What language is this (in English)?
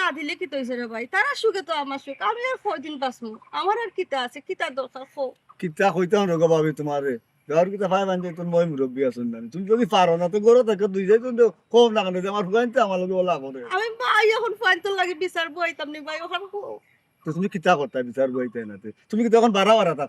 Sylheti